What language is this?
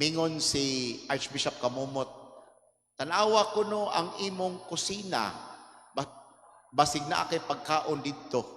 Cebuano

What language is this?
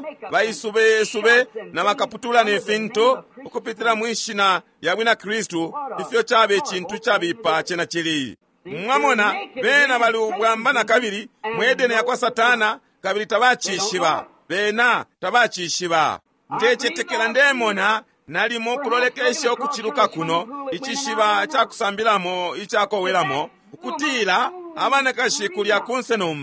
Bemba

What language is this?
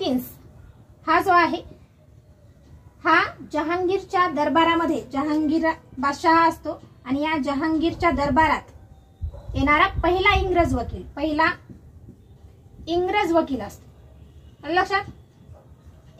Marathi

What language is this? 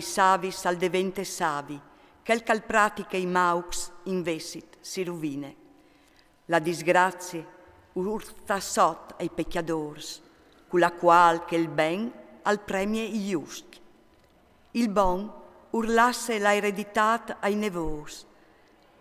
Friulian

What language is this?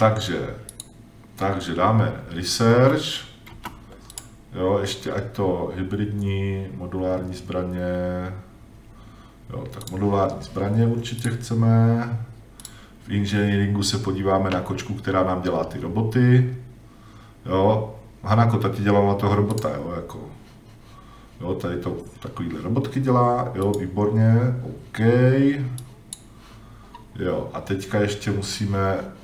Czech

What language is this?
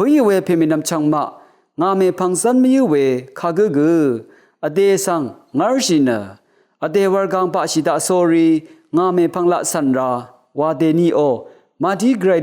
Rawang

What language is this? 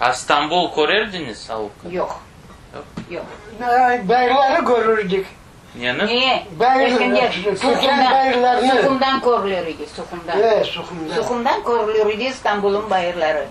Crimean Tatar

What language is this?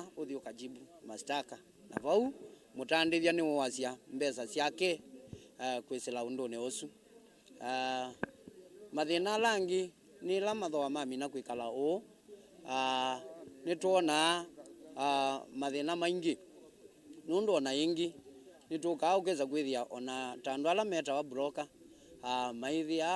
Kamba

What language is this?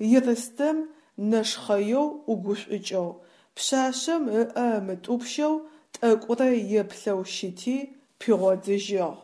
Adyghe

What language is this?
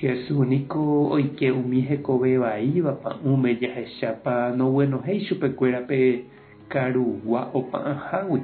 Guarani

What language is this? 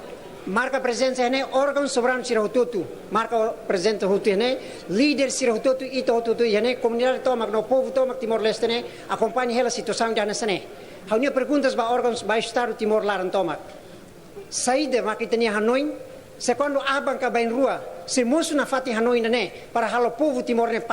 Tetum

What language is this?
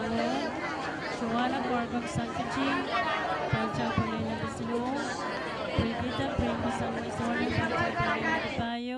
Pohnpeian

